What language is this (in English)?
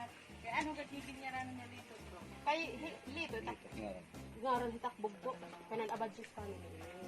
Waray